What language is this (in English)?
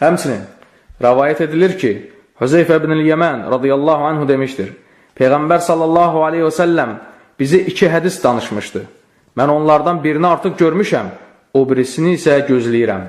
Azerbaijani